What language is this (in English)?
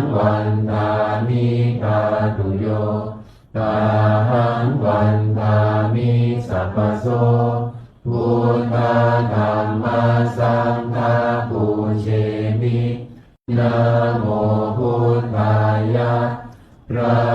Pali